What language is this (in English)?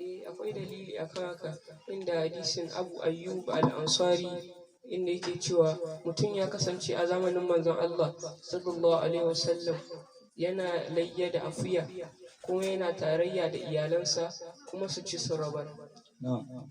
Hausa